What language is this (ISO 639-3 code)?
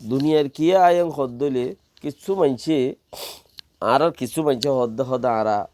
rhg